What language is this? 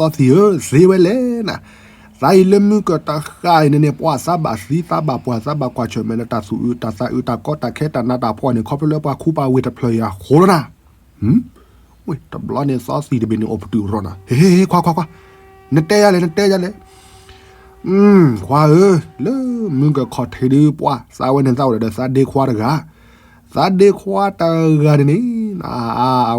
S'gaw Karen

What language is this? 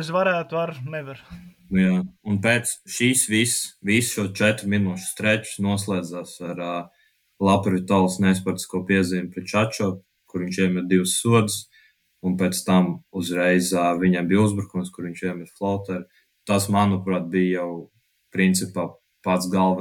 Latvian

